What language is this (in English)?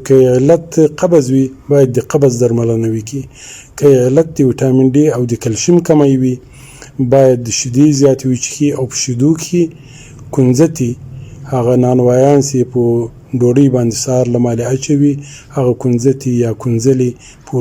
Pashto